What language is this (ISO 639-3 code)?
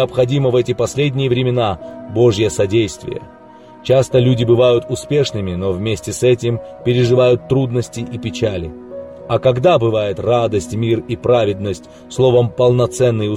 rus